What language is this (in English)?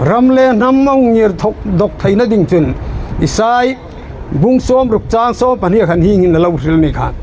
Hmar